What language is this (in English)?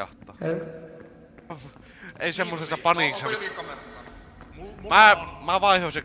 Finnish